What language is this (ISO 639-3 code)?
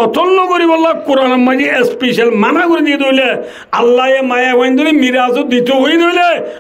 rhg